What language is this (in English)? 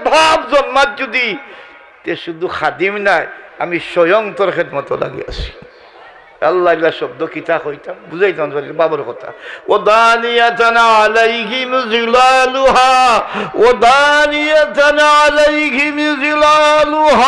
Sylheti